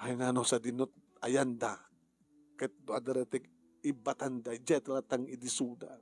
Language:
Iloko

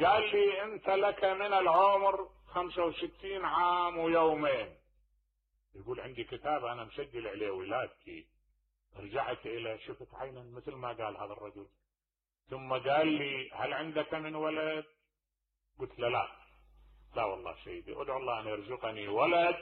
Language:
Mesopotamian Arabic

